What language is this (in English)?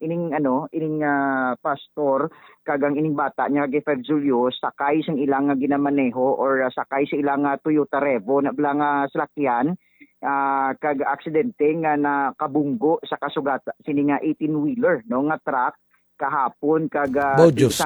Hiligaynon